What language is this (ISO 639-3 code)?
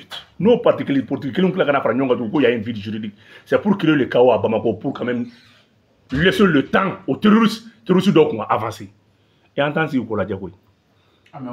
bam